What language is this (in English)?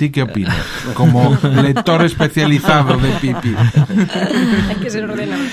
Galician